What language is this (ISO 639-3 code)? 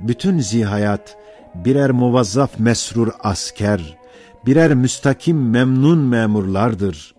ota